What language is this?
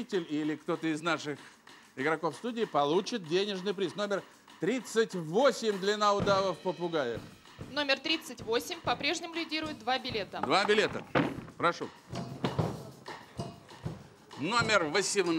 Russian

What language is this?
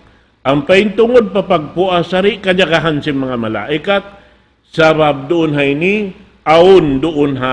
Tausug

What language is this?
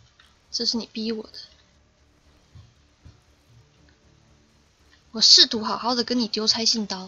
Chinese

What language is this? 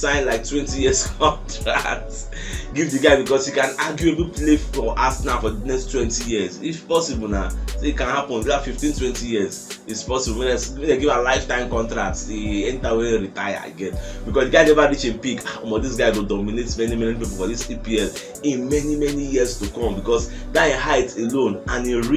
Nigerian Pidgin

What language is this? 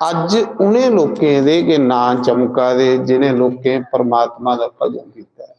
Dogri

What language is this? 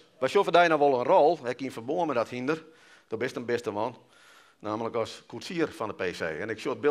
Western Frisian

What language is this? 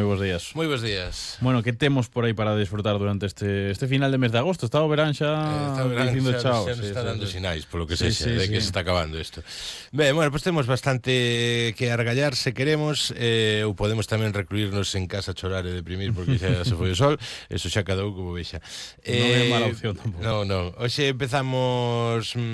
Galician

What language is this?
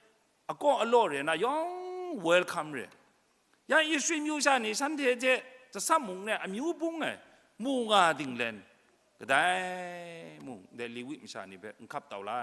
Kachin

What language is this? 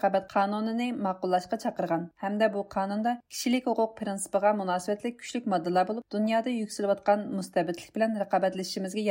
Uyghur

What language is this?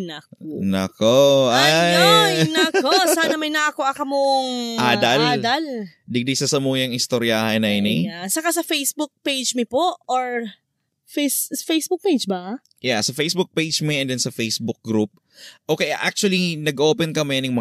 Bikol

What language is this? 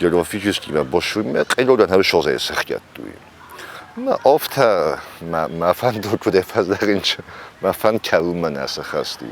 Ossetic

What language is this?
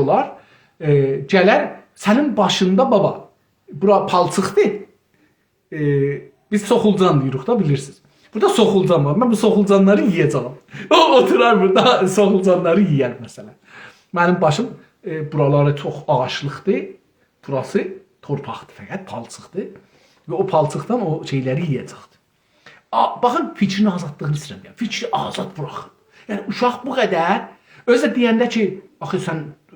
South Azerbaijani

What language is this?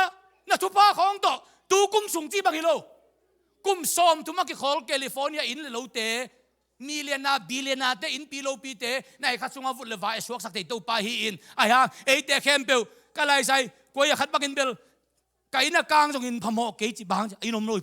Tedim Chin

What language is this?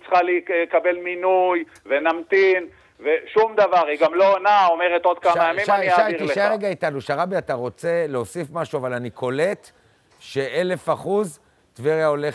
Hebrew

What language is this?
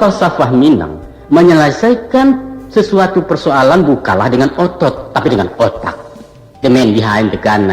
Minangkabau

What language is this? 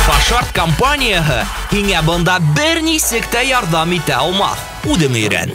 Bashkir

